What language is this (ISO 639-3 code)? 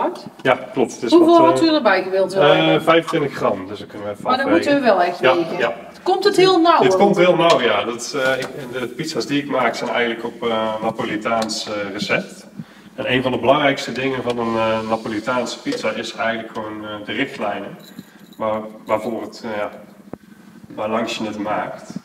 nld